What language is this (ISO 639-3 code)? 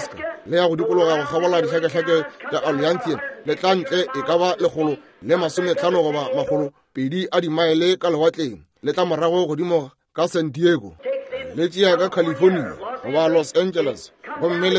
nso